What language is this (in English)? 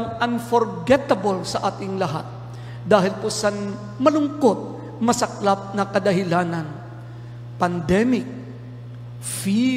Filipino